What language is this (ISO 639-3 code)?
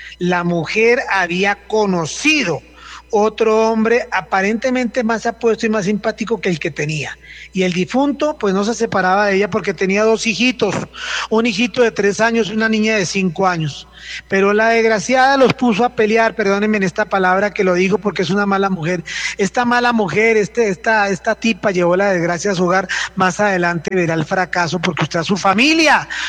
spa